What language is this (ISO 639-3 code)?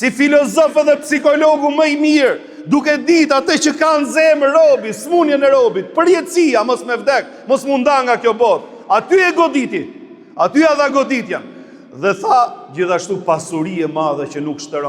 sqi